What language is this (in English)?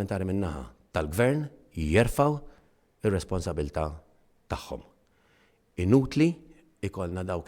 Maltese